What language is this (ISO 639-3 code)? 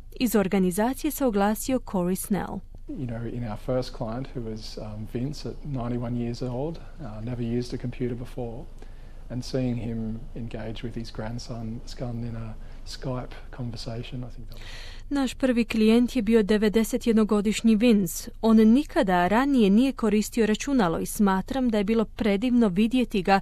hrv